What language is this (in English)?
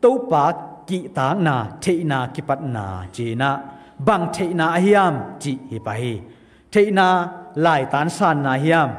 Tedim Chin